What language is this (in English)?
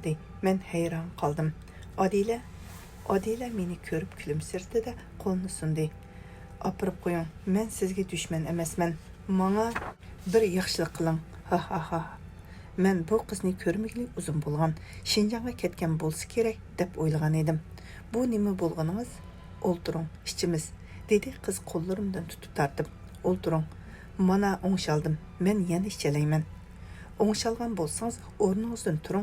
Uyghur